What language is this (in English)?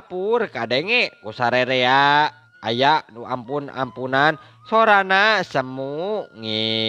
Sundanese